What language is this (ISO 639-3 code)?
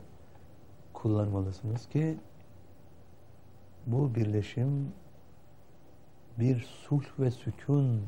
tur